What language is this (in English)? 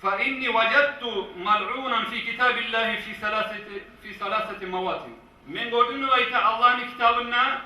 Kumyk